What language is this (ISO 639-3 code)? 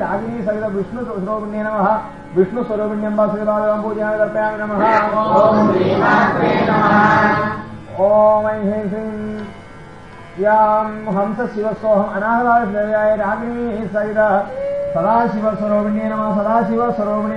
san